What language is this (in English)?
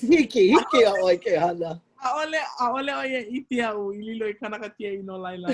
Hawaiian